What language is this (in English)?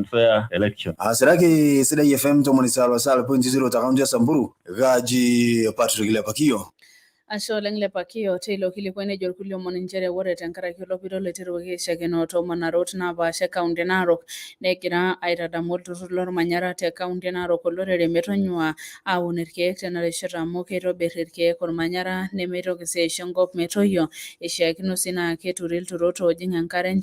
Masai